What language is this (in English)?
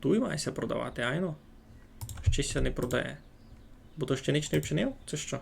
Rusyn